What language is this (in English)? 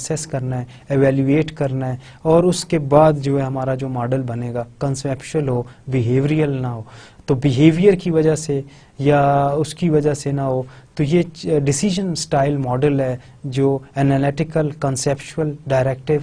Urdu